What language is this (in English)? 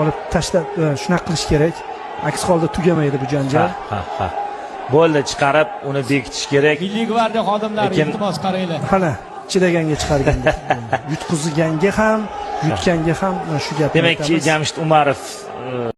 Uzbek